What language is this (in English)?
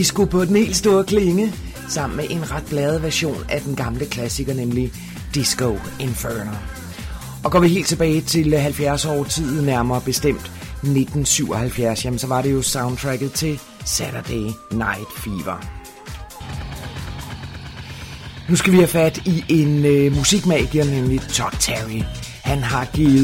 Danish